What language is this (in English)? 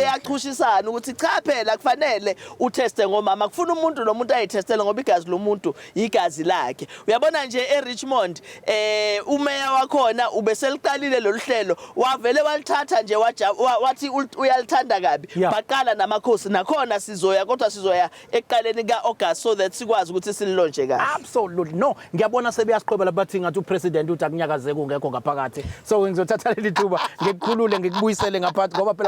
Zulu